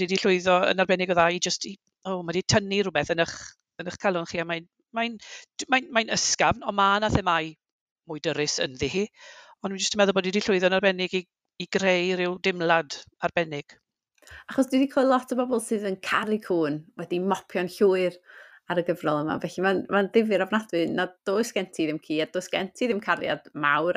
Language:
Welsh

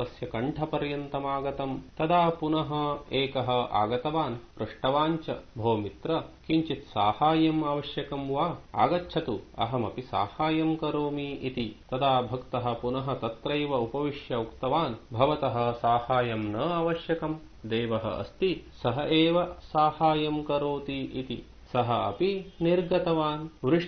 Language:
Sanskrit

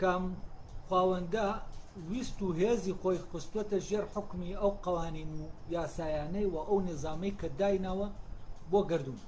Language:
Central Kurdish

